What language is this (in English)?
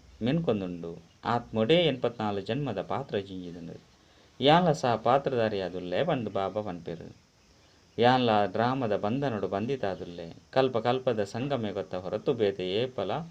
Tulu